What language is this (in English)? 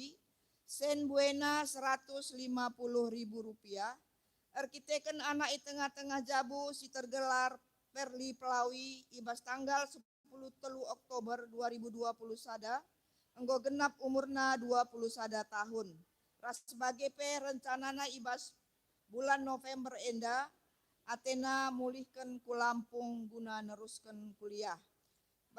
Batak Karo